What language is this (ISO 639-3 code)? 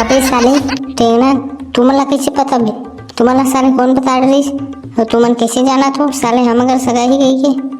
hne